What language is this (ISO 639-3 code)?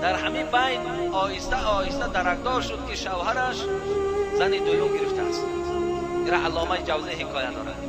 tgk